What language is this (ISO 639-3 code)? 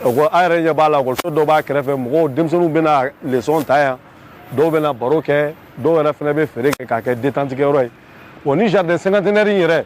bam